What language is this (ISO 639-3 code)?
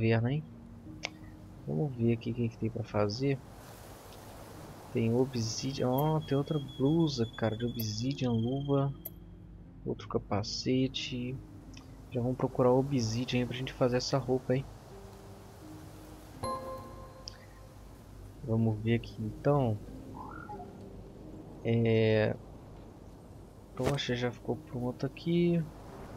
por